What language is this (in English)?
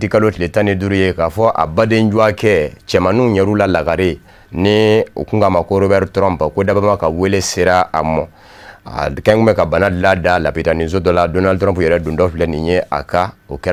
Bambara